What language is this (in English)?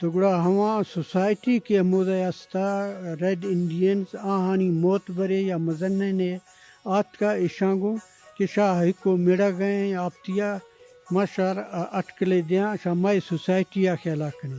Eastern Balochi